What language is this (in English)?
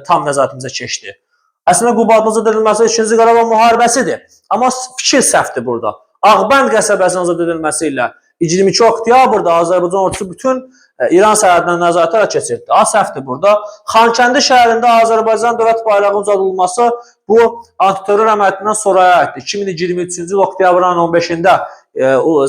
Azerbaijani